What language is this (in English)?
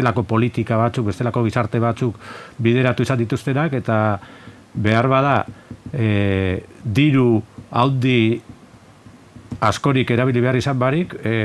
Basque